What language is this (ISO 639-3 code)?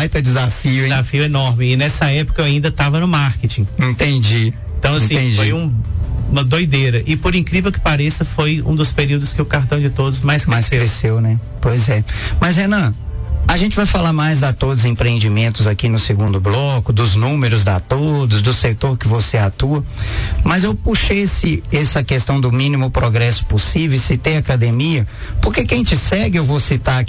por